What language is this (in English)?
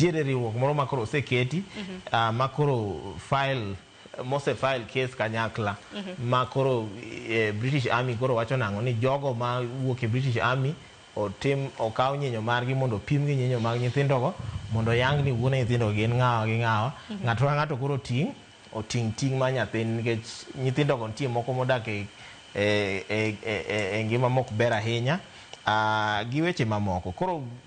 Luo (Kenya and Tanzania)